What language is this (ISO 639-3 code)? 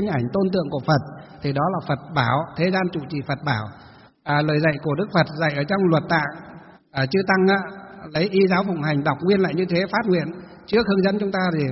vie